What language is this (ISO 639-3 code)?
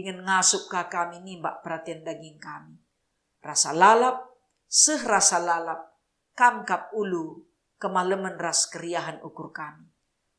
btx